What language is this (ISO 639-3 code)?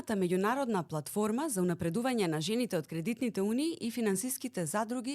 mkd